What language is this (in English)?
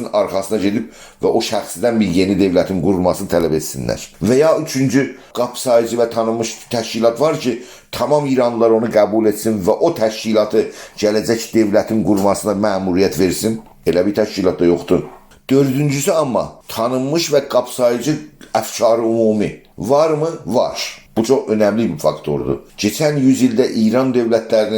South Azerbaijani